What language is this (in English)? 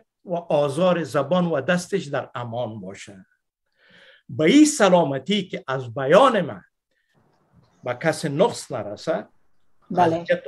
Persian